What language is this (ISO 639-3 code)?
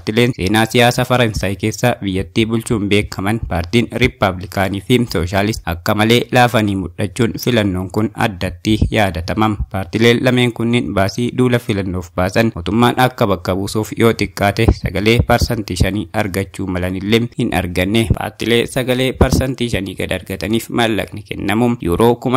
orm